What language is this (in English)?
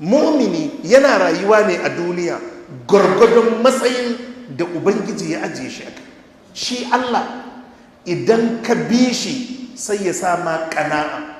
Hausa